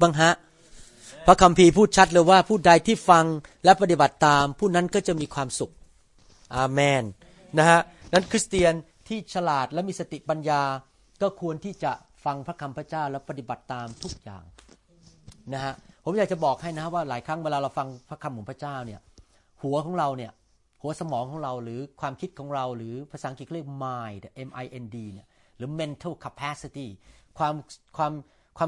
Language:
Thai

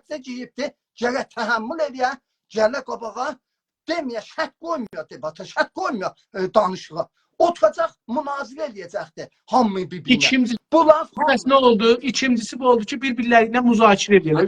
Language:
South Azerbaijani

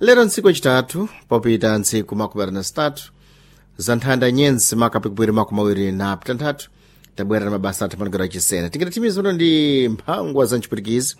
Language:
Sena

